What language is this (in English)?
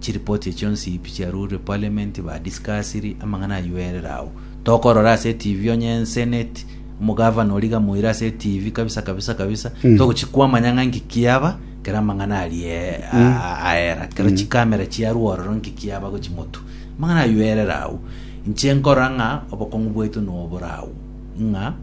Gusii